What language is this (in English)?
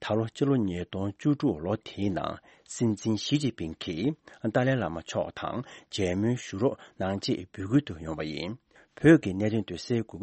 Tibetan